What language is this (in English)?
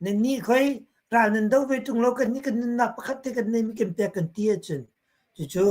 Hakha Chin